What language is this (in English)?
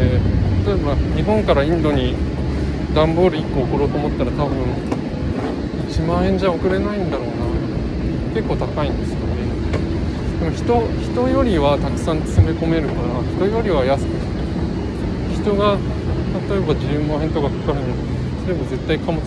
Japanese